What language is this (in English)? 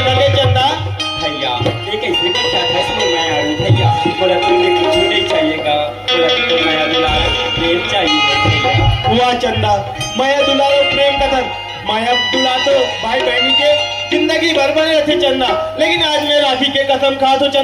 Chhattisgarhi